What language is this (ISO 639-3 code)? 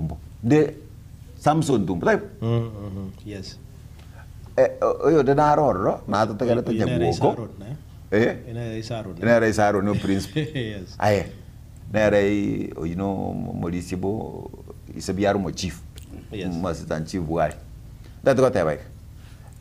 guz